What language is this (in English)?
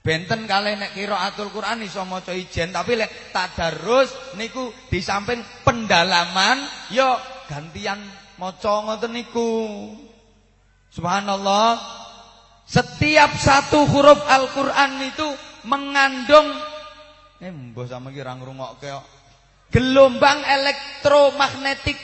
Javanese